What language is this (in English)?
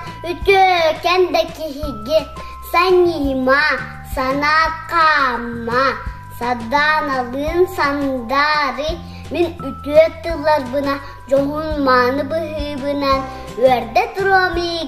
Yakut